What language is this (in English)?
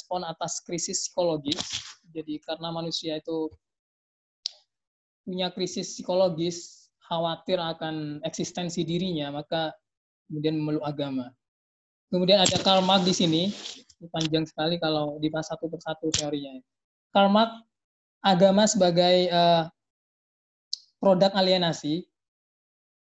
Indonesian